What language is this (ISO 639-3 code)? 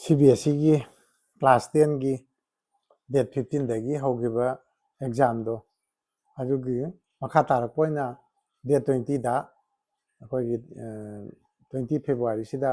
mni